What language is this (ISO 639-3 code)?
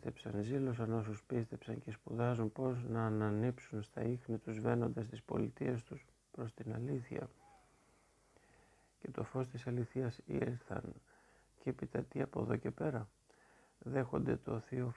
ell